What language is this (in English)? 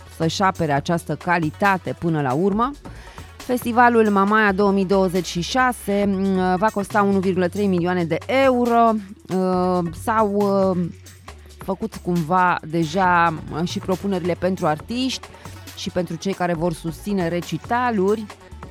Romanian